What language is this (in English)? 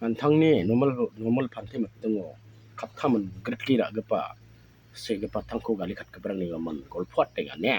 Garo